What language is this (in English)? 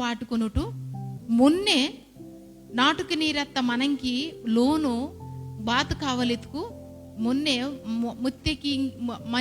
Koya